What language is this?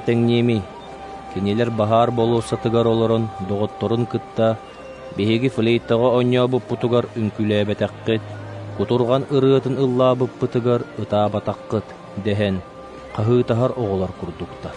Yakut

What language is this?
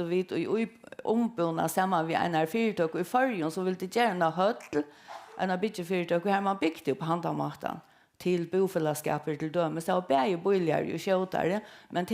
Faroese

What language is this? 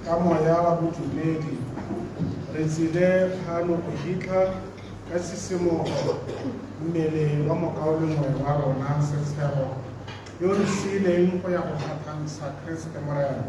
Tswana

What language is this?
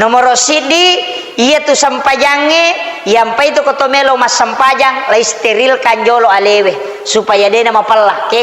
Buginese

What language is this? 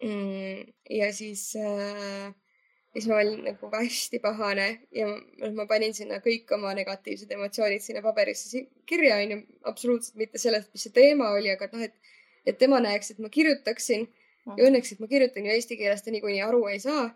Estonian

